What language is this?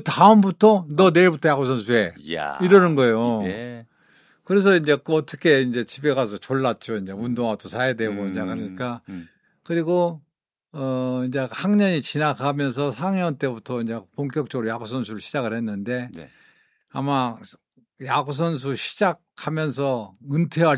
Korean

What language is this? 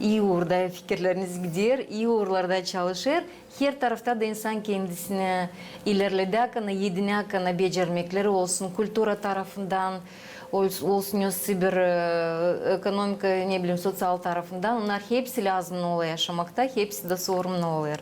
Gagauz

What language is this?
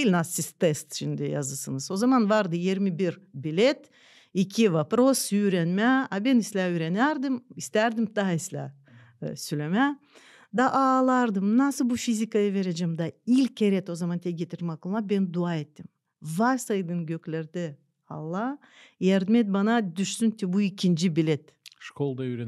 Gagauz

